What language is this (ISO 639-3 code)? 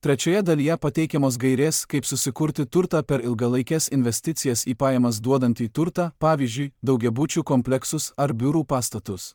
lit